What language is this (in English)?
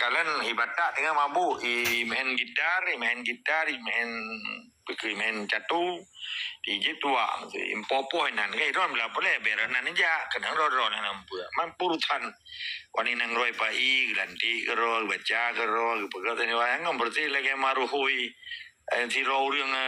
Achinese